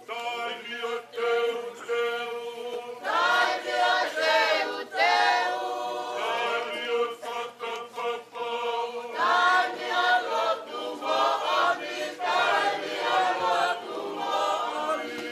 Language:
Tongan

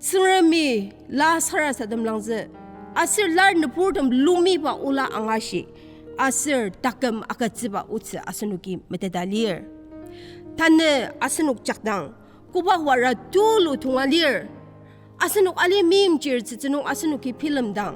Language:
Ao Naga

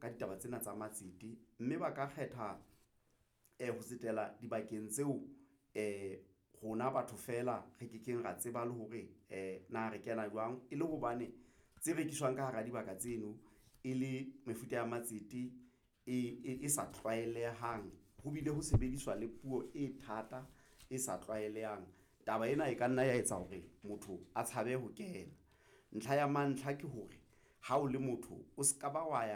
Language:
Southern Sotho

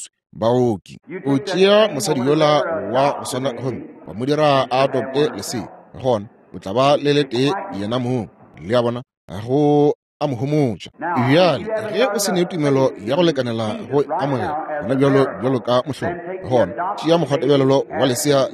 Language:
Northern Sotho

